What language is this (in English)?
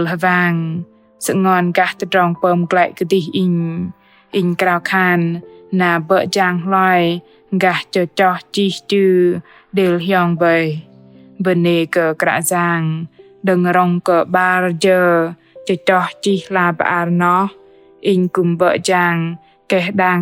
Bahnar